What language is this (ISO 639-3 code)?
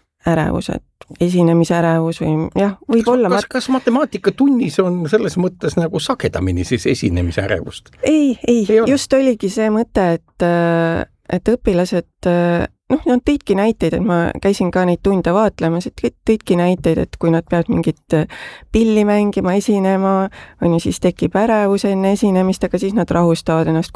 est